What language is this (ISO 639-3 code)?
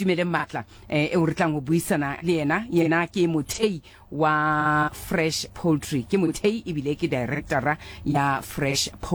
sot